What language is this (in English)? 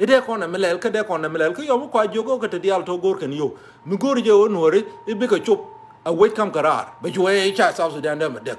Nuer